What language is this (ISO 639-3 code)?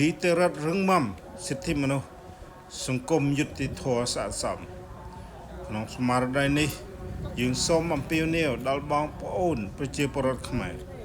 khm